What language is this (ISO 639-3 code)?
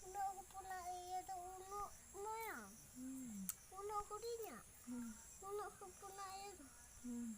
sat